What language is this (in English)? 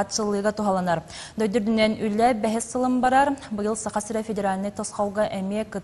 Yakut